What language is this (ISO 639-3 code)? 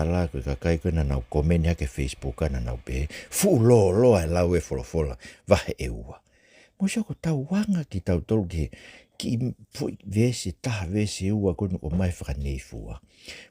ton